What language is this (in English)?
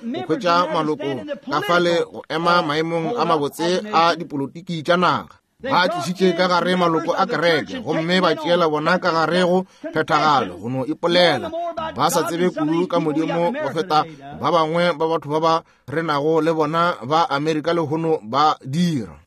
Northern Sotho